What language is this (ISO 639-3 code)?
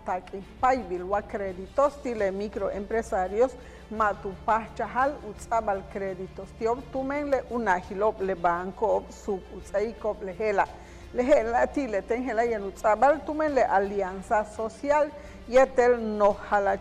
yua